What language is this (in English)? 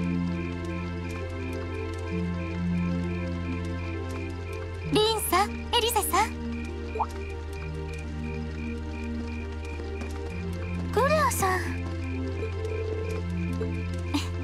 Japanese